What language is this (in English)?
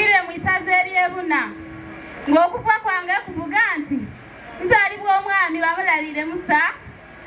Soga